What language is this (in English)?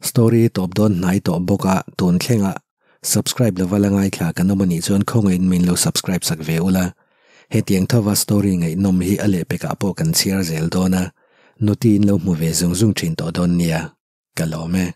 Mizo